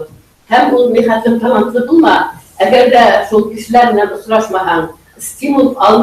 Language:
Bashkir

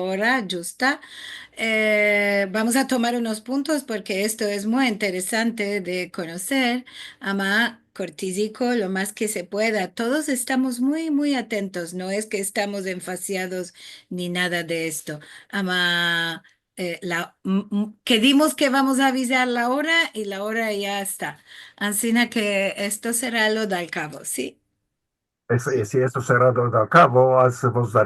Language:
Ladino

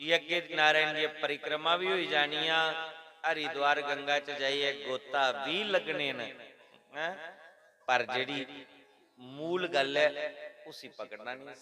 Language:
Dogri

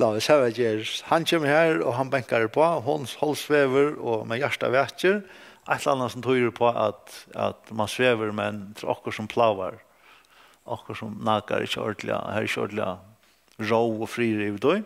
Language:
Faroese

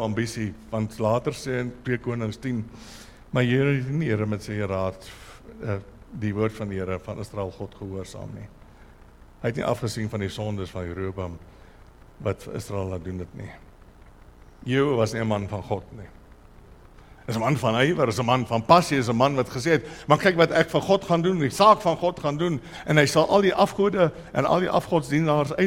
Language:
Afrikaans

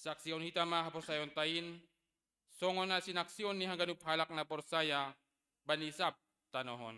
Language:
Batak Simalungun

